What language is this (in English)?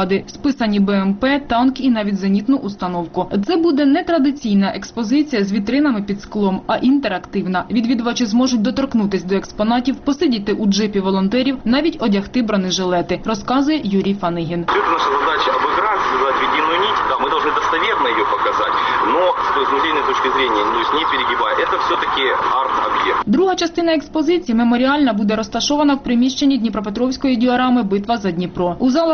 Ukrainian